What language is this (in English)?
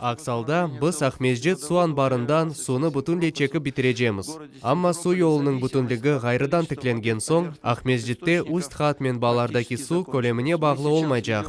Crimean Tatar